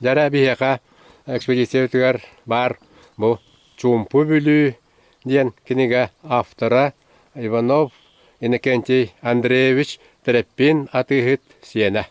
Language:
Yakut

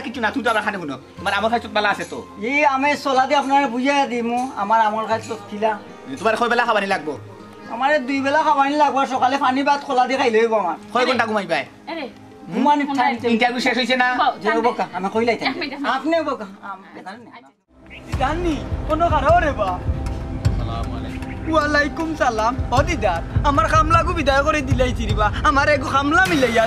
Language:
Sylheti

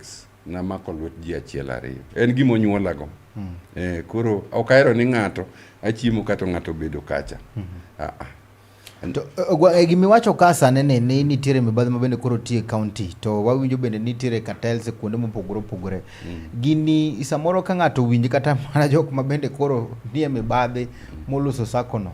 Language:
Luo (Kenya and Tanzania)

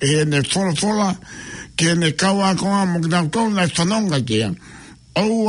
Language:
Tongan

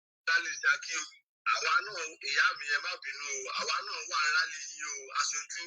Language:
Yoruba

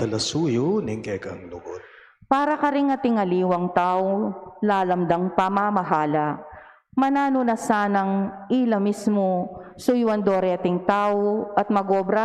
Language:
Pampanga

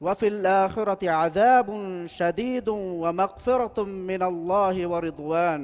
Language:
Divehi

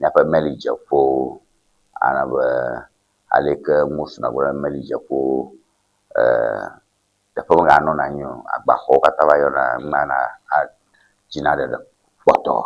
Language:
Ewe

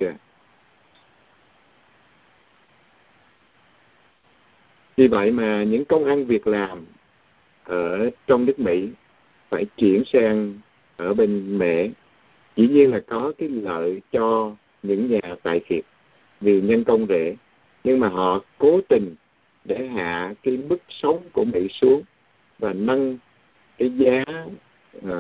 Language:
Vietnamese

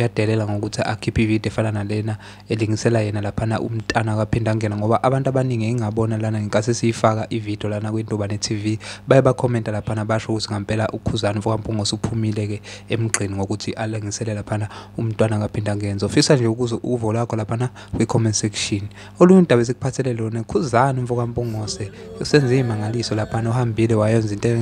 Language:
Zulu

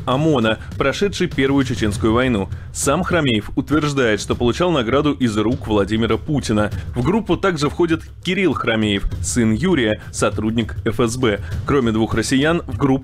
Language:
Russian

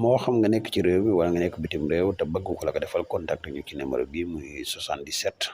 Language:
Wolof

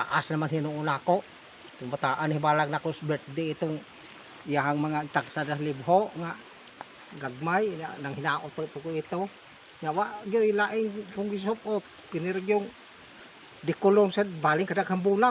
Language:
Cebuano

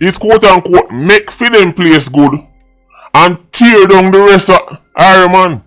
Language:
Jamaican Creole English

